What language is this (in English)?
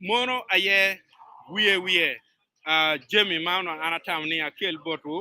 Acoli